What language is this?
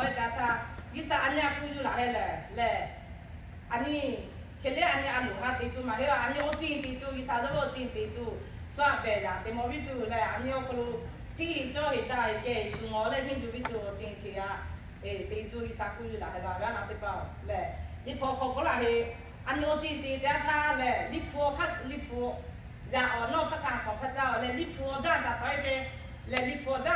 Lahu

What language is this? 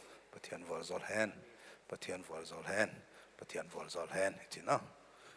Paite Chin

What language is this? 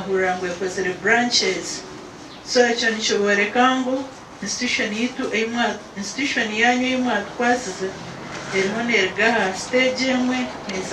Nyankole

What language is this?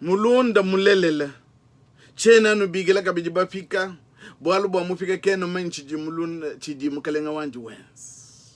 Luba-Lulua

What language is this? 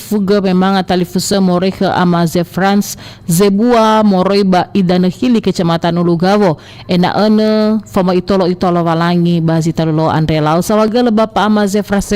Nias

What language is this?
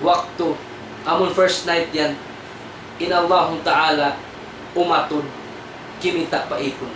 Tausug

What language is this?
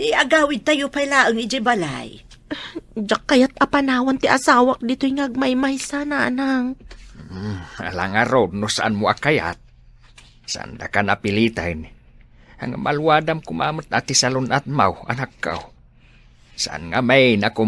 Iloko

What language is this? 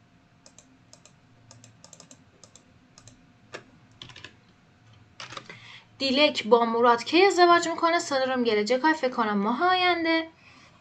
Persian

